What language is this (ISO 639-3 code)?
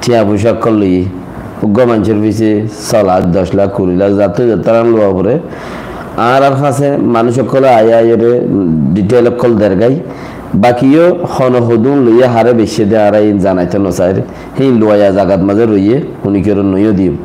rhg